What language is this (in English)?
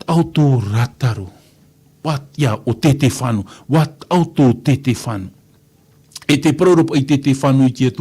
Tahitian